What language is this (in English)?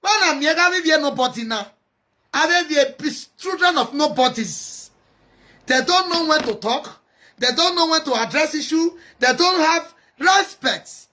Nigerian Pidgin